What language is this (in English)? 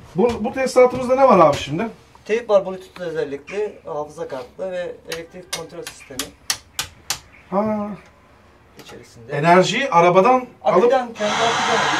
Turkish